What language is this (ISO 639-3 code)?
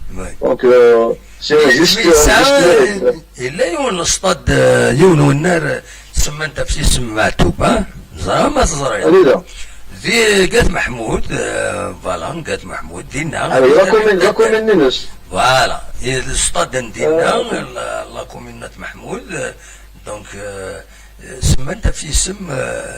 kab